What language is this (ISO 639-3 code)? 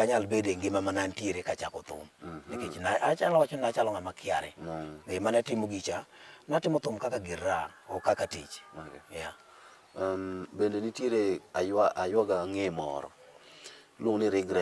luo